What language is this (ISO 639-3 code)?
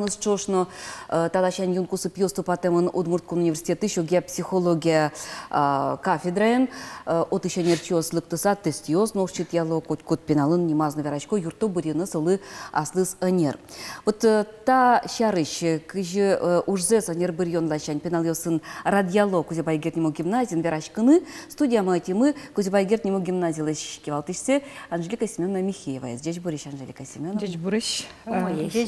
udm